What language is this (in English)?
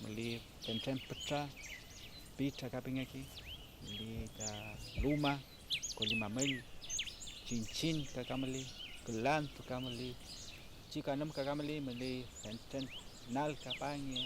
Mapuche